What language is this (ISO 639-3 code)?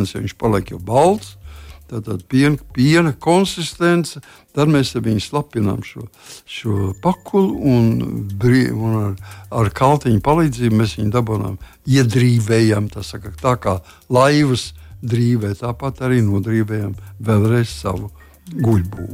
lav